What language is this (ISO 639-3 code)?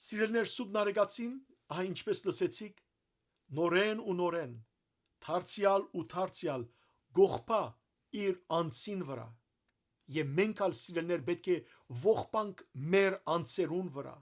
hyw